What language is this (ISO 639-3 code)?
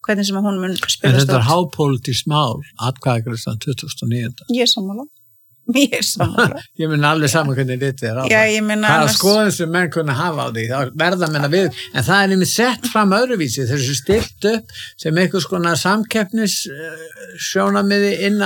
isl